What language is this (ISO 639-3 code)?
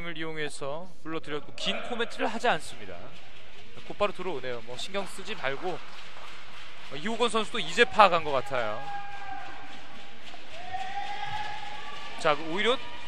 kor